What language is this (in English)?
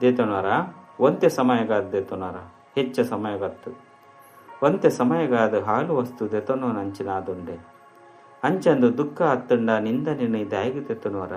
Tulu